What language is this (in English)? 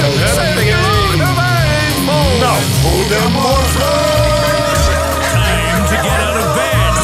Dutch